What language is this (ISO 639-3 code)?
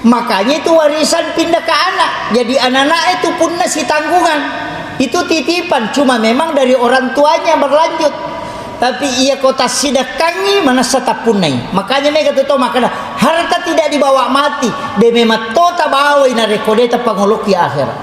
bug